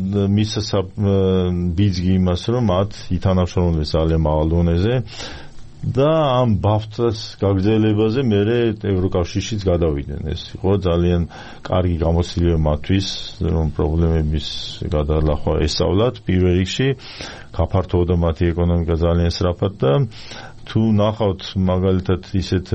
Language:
Georgian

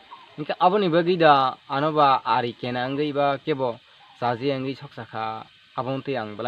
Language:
Kok Borok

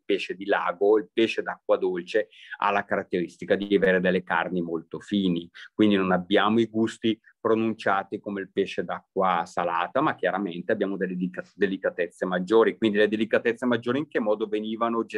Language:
Italian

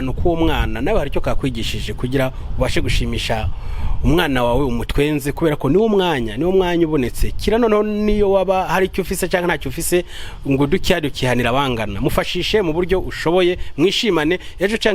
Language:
Rundi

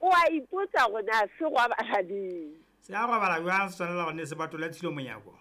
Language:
Southern Sotho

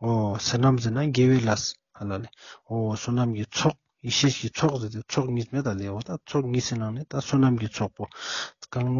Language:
Ladakhi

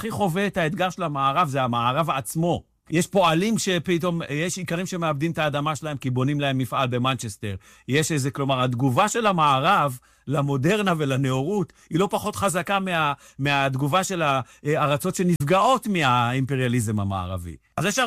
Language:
Hebrew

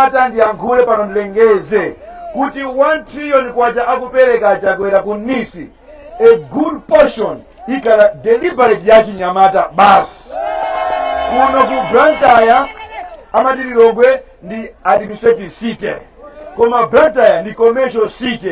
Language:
Nyanja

